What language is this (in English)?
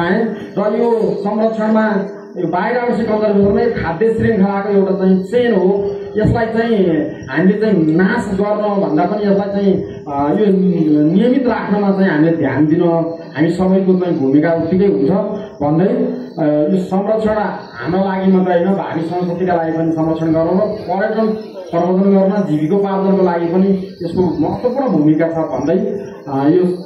Nepali